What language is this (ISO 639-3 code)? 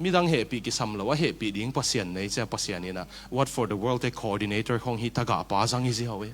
ctd